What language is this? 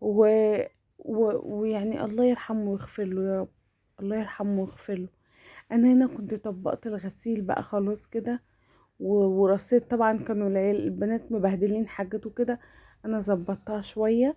Egyptian Arabic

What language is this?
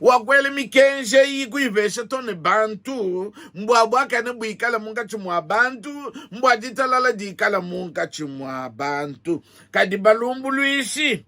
Luba-Lulua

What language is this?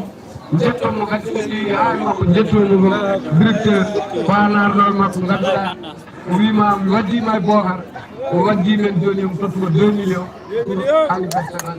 Fula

